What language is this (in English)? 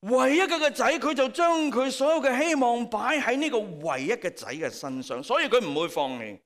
Cantonese